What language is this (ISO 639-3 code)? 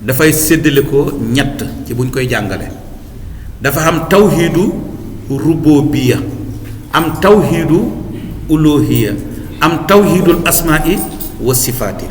wol